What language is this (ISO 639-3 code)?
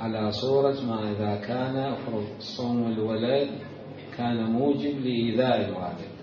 acm